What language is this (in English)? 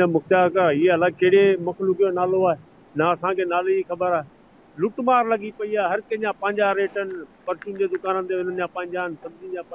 Sindhi